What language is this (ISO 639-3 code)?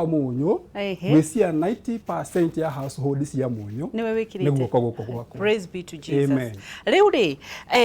kik